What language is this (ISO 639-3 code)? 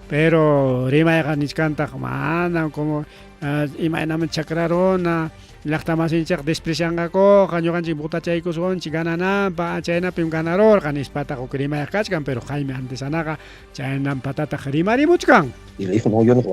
quy